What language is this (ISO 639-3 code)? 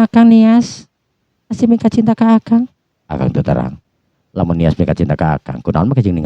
sun